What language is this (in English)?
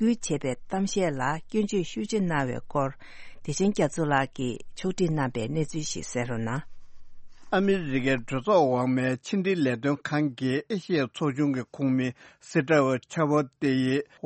Tibetan